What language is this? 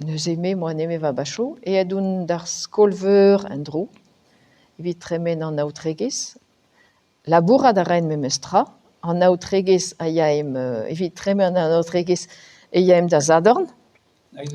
Breton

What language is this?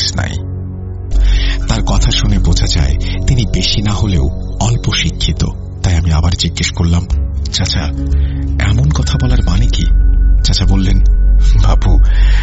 Bangla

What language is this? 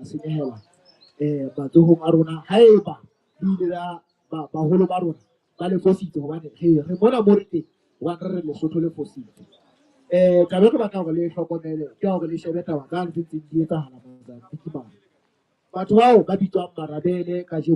Southern Sotho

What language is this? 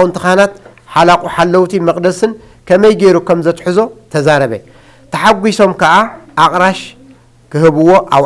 Tigrinya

